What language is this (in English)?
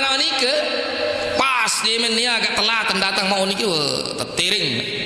Sasak